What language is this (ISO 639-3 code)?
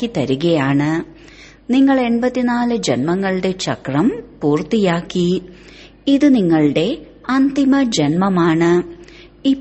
mal